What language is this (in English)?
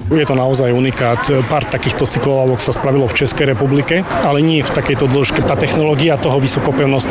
Slovak